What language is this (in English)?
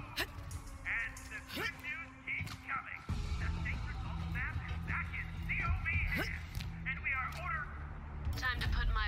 English